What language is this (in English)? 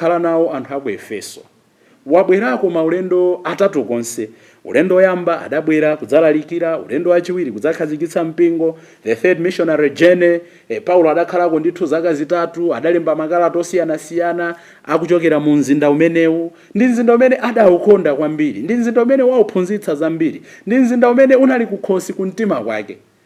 Nyanja